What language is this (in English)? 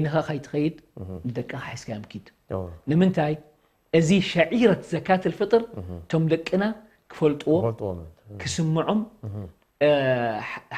Tigrinya